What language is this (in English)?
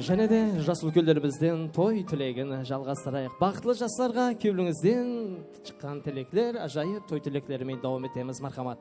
Kara-Kalpak